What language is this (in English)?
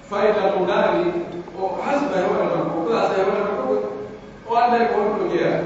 Pular